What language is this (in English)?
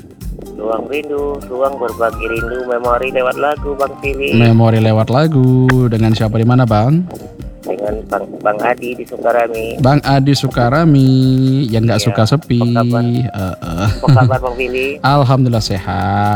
Indonesian